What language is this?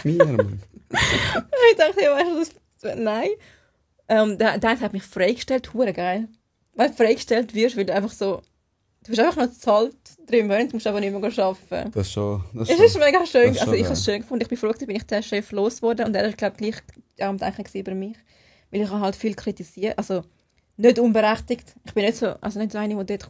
Swiss German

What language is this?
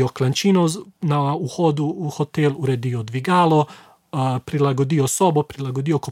Slovenian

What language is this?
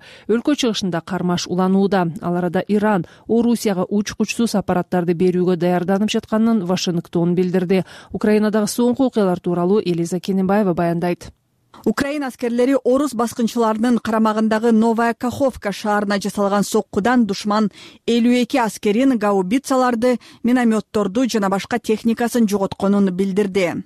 Kyrgyz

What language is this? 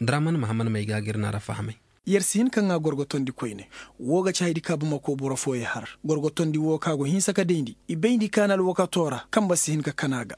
Koyraboro Senni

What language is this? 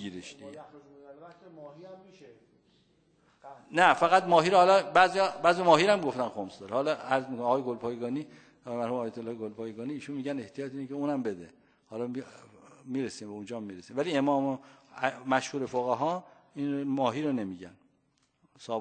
Persian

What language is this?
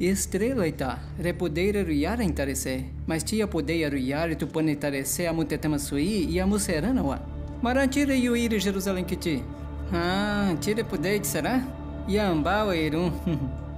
Nheengatu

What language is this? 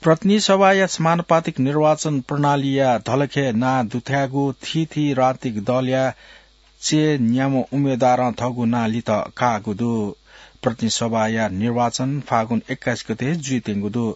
Newari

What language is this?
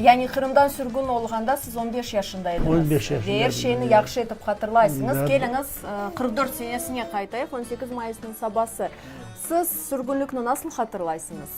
Crimean Tatar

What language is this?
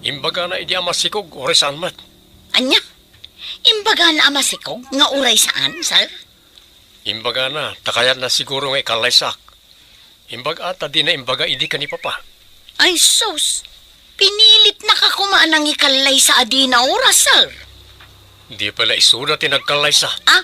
Iloko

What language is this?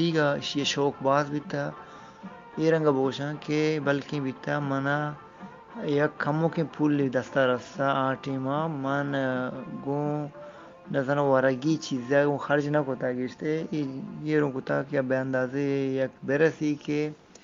Eastern Balochi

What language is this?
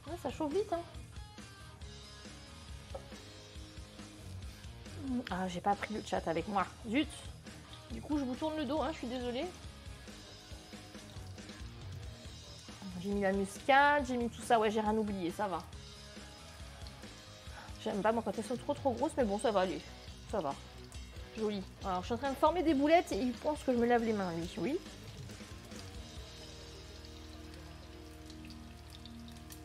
French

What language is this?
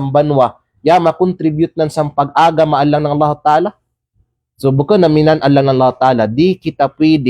Kalagan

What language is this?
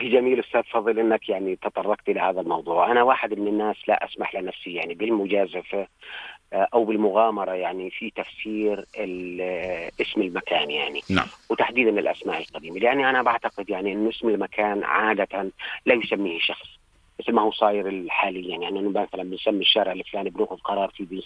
North Levantine Arabic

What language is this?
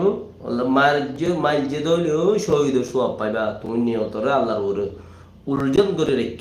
Rohingya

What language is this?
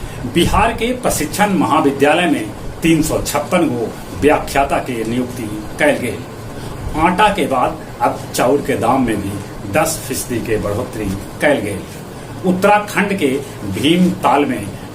Magahi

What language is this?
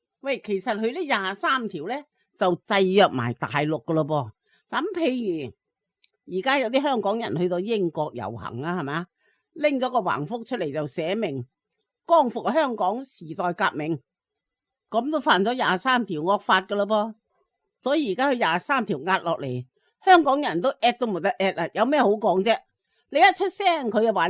Cantonese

